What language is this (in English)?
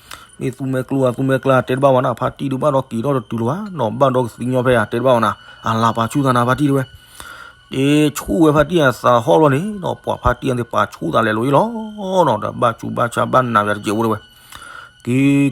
S'gaw Karen